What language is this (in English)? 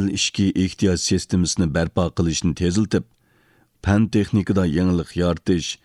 Uyghur